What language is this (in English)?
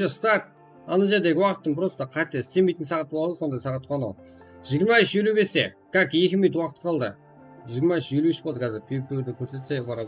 Kara-Kalpak